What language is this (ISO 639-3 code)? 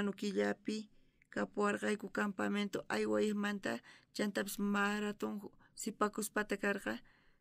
quh